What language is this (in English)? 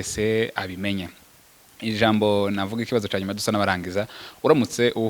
Kinyarwanda